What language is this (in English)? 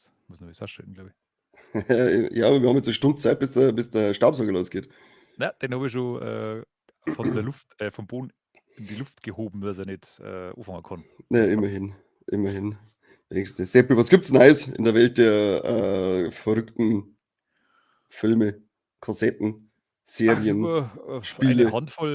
Bavarian